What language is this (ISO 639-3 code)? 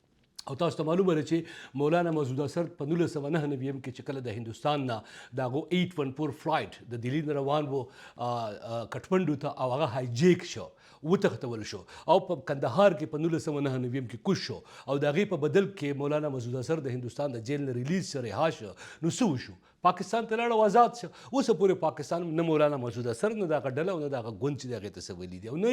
pus